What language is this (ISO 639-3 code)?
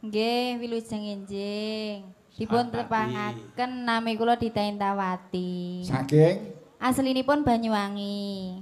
jav